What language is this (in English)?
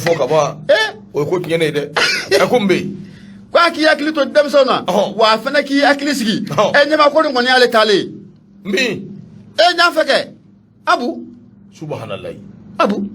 Bambara